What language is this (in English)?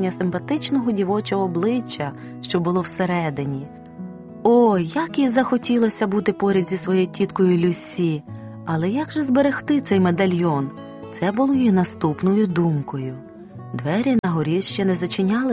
Ukrainian